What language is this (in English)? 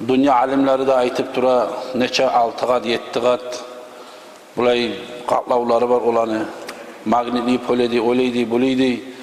Kumyk